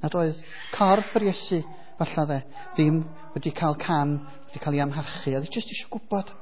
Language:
Welsh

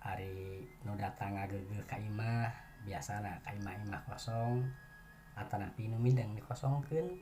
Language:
Sundanese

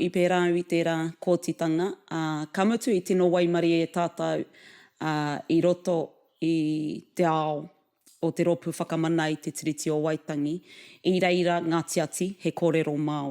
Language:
Māori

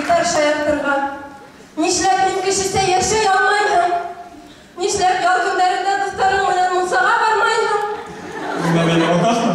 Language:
Bashkir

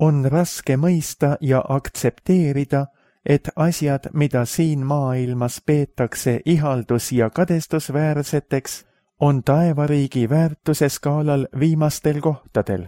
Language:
Estonian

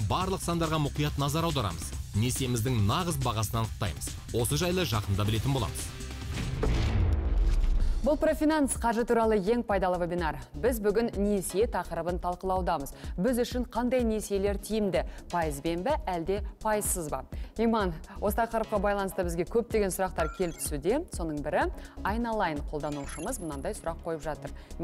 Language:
Kazakh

